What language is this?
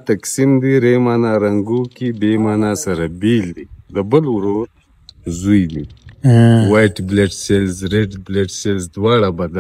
Pashto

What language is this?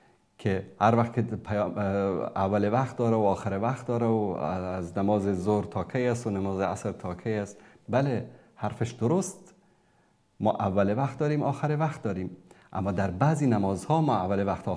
Persian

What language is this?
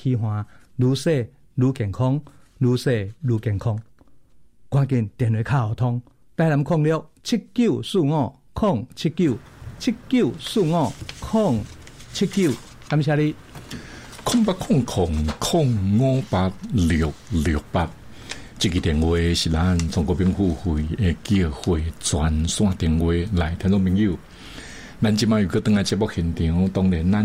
Min Nan Chinese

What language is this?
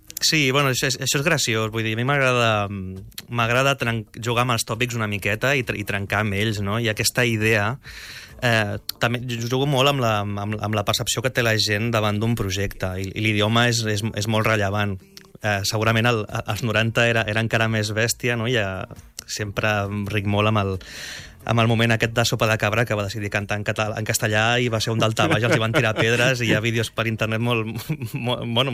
Catalan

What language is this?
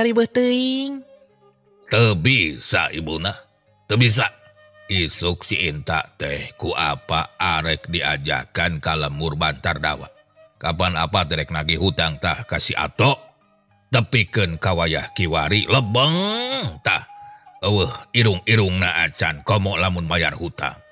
Sundanese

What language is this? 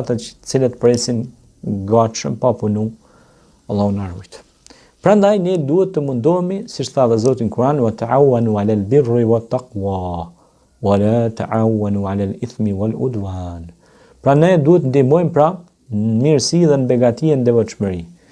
Albanian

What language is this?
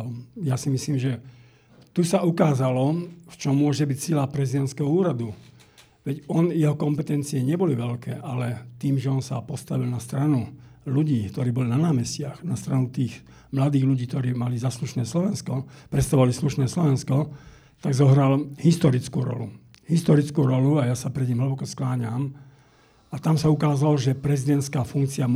Slovak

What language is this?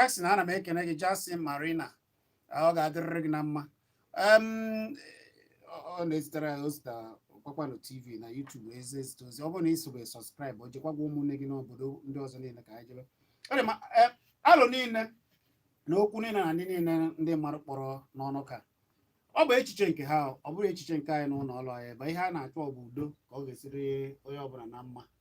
Igbo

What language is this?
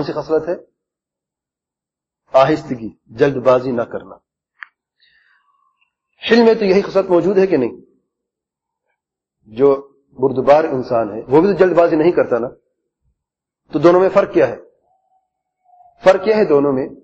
Urdu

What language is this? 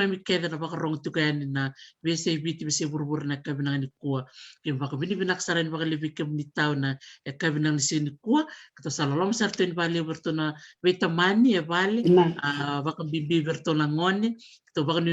Fijian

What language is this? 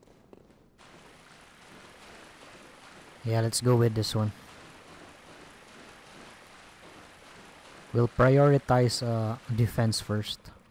English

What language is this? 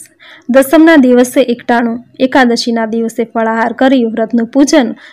Gujarati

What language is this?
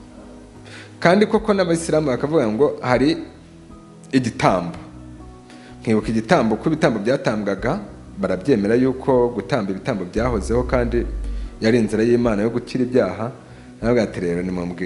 Kinyarwanda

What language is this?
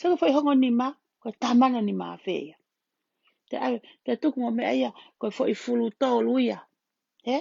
Tongan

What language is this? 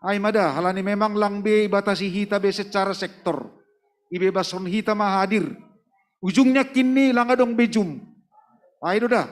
Batak Simalungun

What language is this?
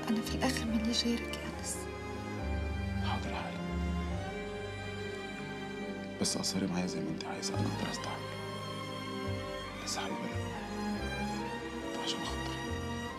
Egyptian Arabic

